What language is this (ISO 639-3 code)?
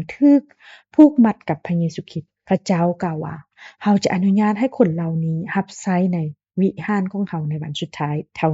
lao